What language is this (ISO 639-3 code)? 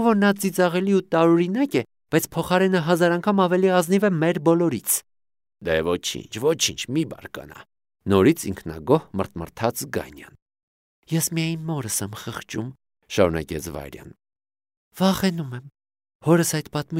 hye